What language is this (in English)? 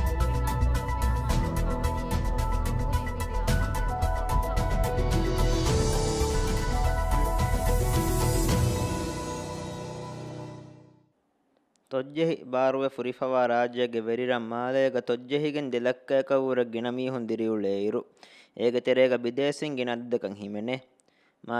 Divehi